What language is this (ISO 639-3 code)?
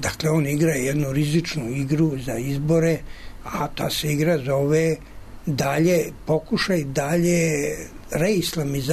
srp